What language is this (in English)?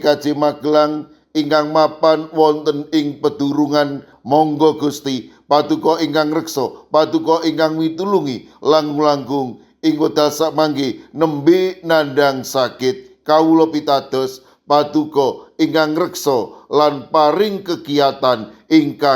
Javanese